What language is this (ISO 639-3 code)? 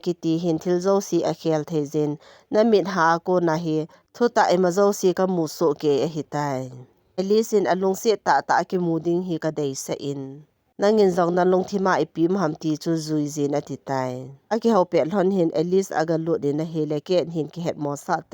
tcz